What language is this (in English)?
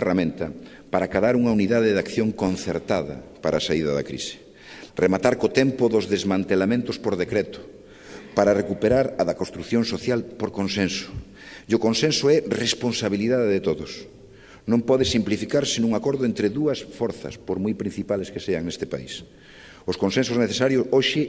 Galician